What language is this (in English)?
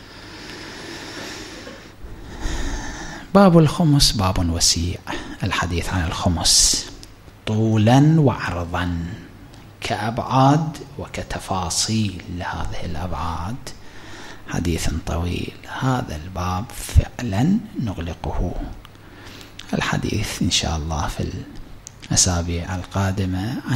Arabic